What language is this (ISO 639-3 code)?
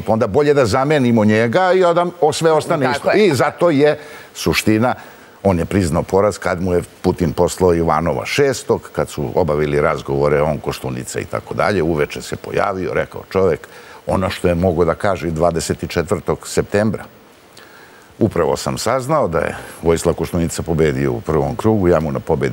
srp